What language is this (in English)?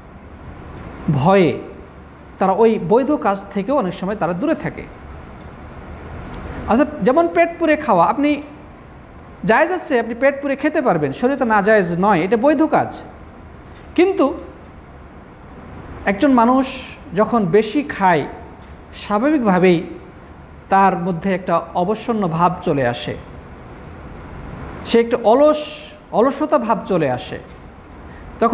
Bangla